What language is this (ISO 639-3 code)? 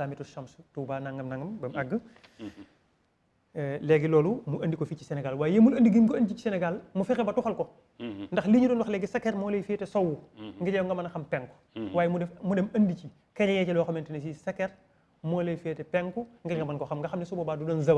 wol